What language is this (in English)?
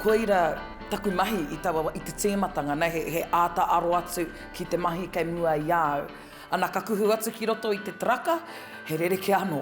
Māori